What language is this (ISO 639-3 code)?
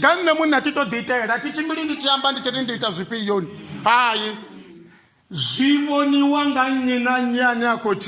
ven